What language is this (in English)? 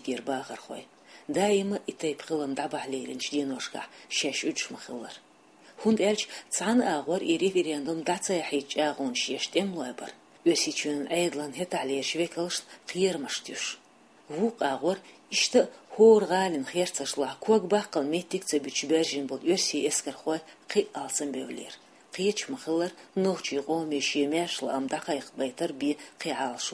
Chechen